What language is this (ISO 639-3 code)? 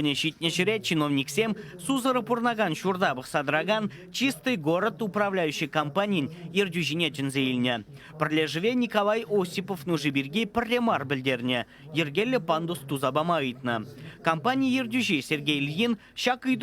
chv